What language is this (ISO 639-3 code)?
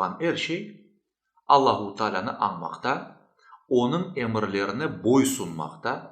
crh